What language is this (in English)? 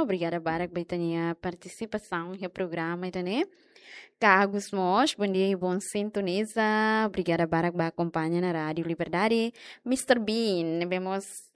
Tetum